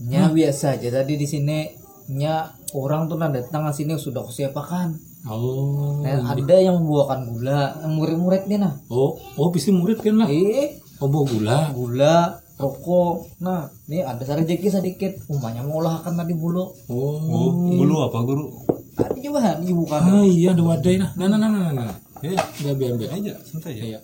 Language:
Banjar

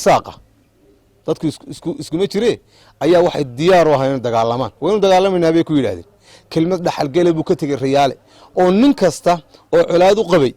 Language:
Somali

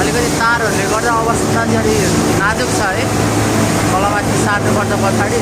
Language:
Nepali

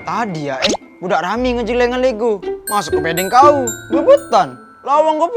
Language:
Musi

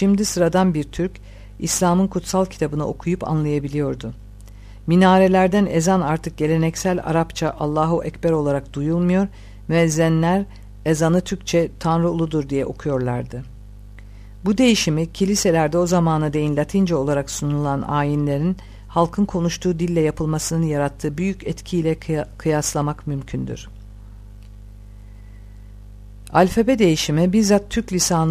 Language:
Turkish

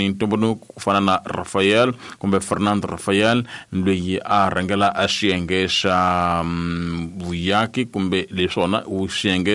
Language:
Tsonga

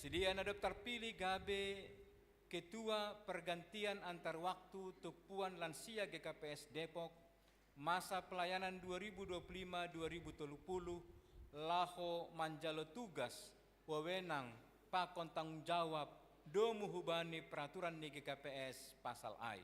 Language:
Batak Simalungun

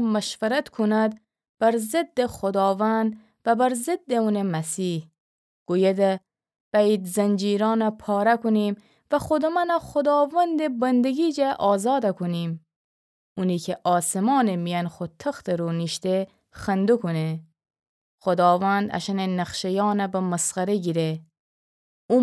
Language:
Gilaki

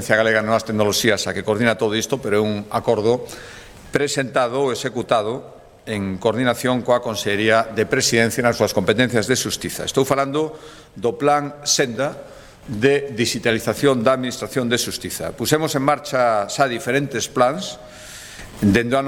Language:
Galician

